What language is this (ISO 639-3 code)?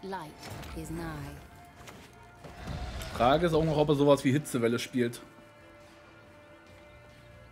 deu